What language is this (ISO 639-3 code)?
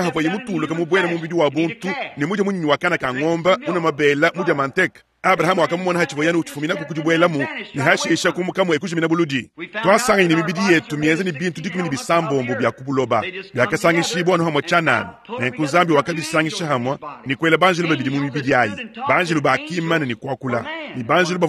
lua